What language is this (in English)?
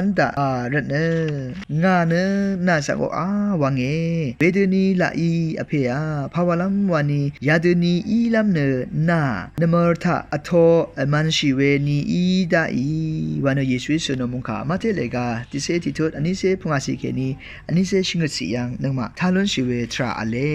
Rawang